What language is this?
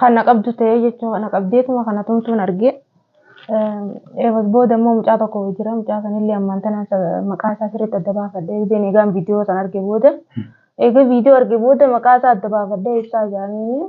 Oromo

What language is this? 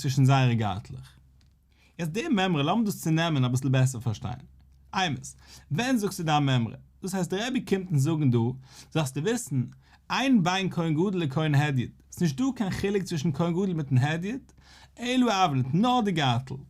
Yiddish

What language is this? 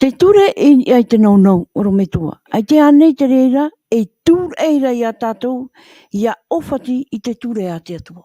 Tahitian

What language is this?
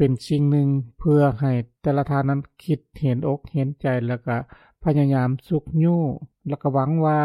Lao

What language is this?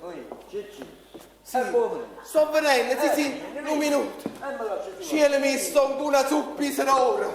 Neapolitan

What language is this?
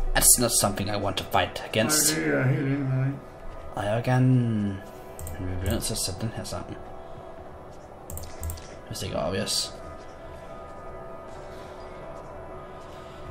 Danish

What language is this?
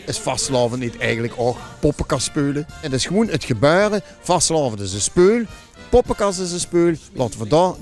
Limburgish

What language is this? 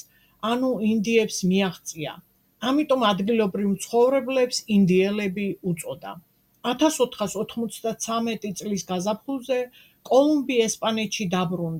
Georgian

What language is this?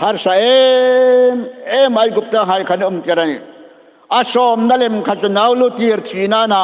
Hmar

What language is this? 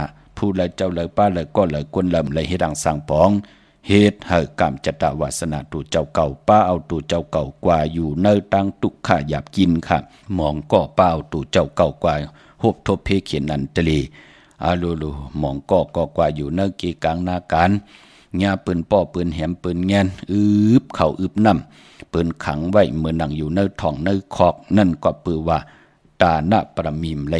Shan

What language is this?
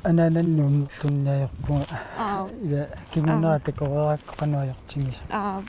Kalaallisut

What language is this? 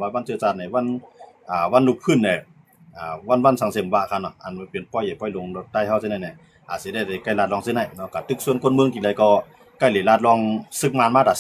Shan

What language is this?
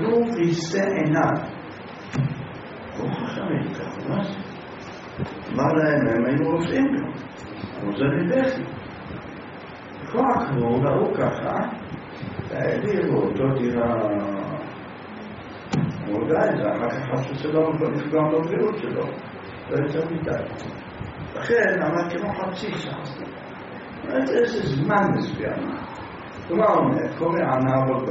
Hebrew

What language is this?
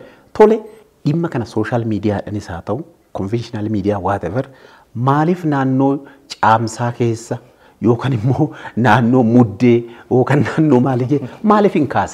Oromo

